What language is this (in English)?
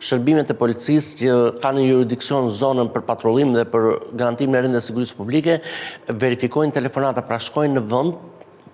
Albanian